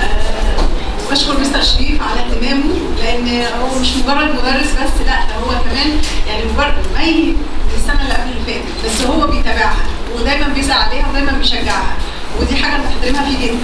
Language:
Egyptian Arabic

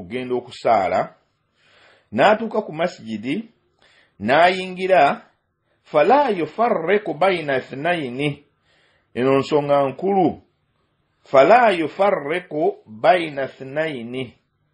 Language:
Ganda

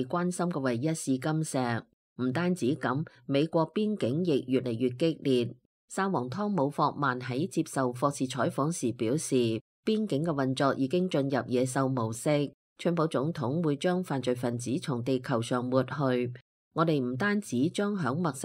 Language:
Cantonese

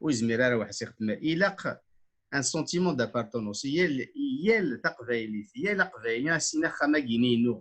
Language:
Kabyle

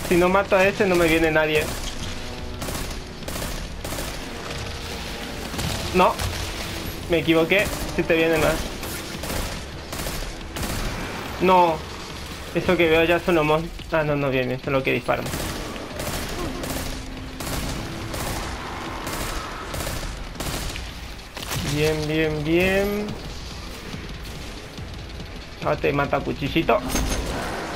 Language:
Spanish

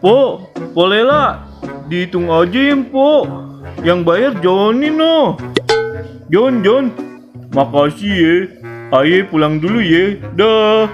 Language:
Betawi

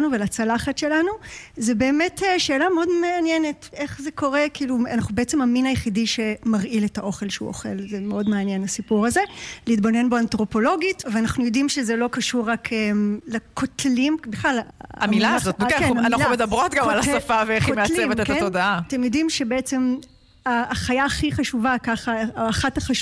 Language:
Hebrew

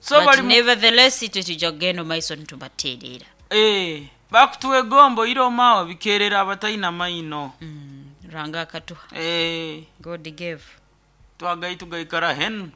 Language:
Nyoro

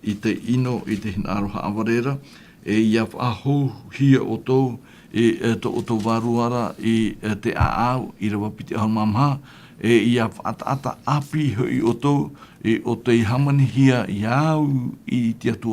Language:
Tahitian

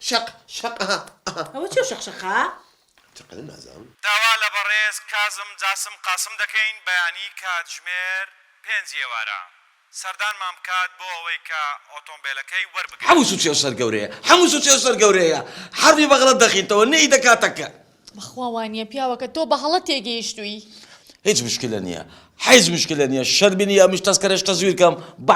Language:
Central Kurdish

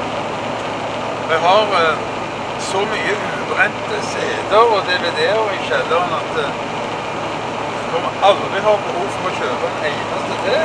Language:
Norwegian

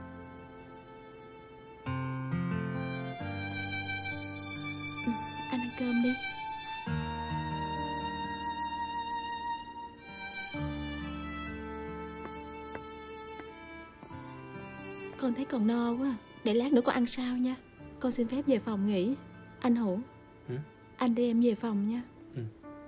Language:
Vietnamese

